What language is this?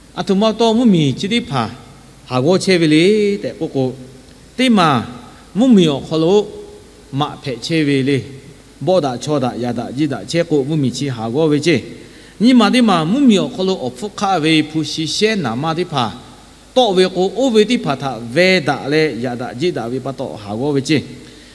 Lahu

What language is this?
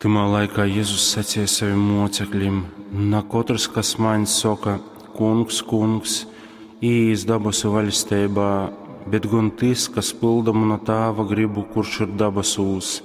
Latgalian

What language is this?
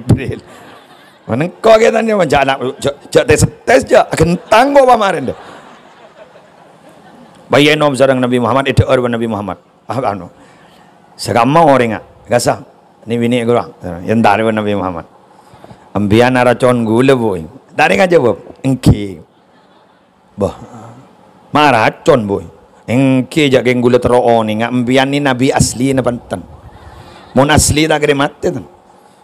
Madurese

